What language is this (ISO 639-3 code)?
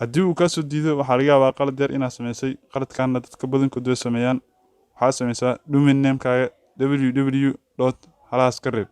som